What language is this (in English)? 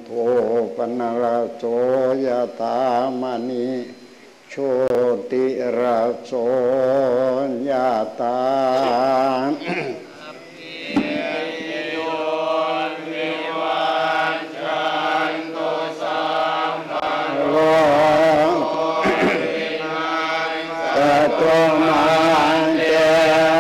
Thai